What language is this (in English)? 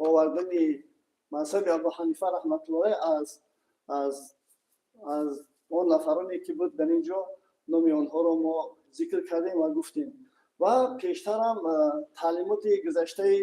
Tajik